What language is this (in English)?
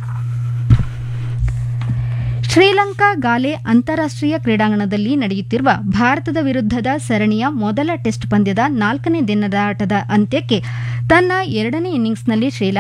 Kannada